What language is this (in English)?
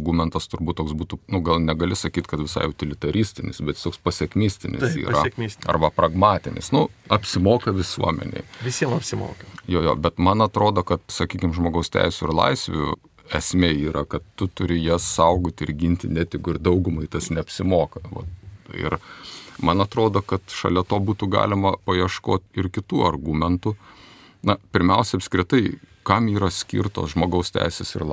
Lithuanian